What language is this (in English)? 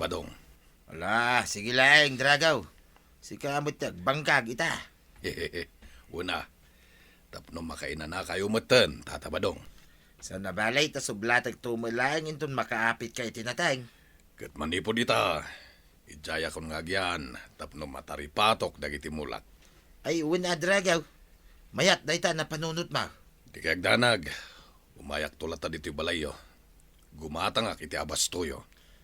Iloko